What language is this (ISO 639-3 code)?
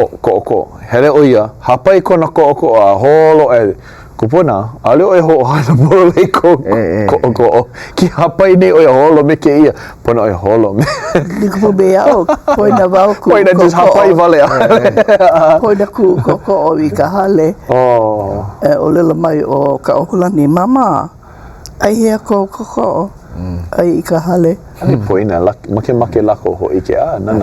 haw